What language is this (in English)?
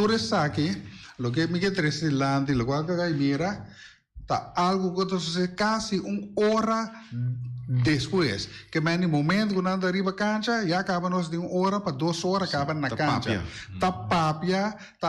Papiamento